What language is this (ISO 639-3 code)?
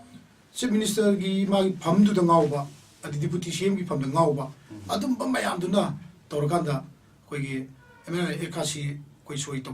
mni